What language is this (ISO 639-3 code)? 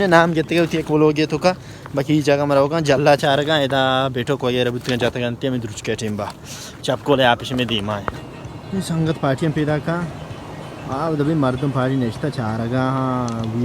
bal